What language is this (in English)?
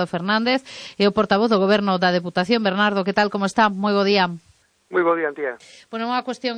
Galician